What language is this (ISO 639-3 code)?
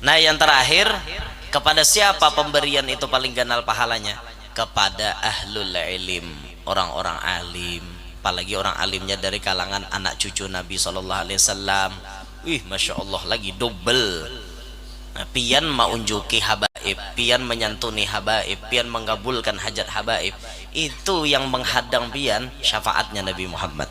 bjn